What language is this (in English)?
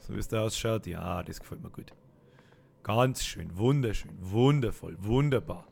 Bavarian